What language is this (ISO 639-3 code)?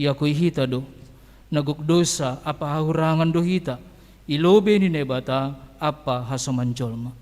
bts